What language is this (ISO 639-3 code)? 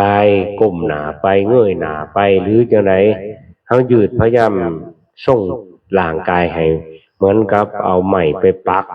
tts